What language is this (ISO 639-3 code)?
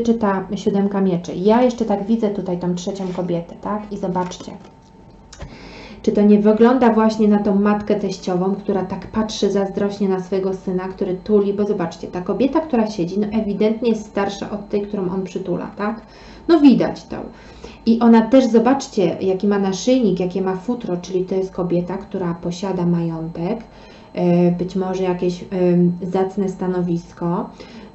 pol